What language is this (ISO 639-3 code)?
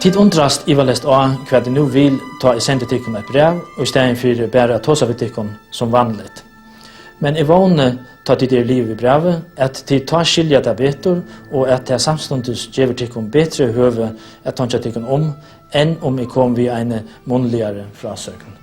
fao